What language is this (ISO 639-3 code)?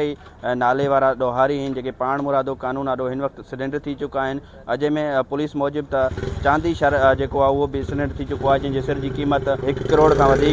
snd